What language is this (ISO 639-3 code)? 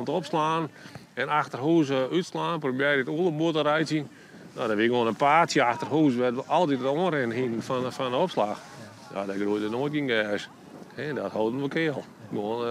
fry